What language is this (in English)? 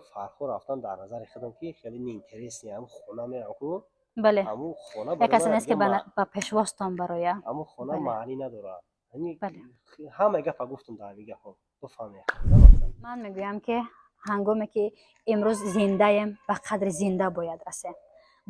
Tajik